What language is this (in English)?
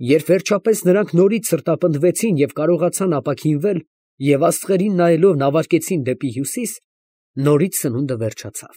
Armenian